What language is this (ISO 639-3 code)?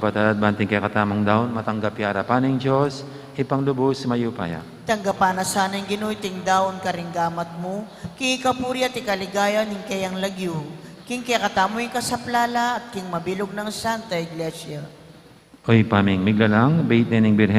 pam